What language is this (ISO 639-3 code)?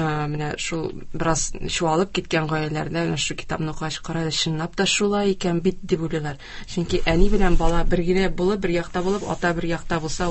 tat